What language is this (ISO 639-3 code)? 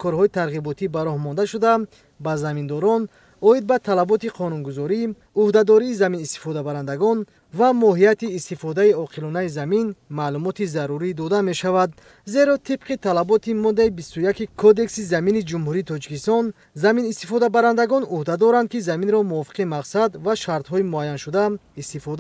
tgk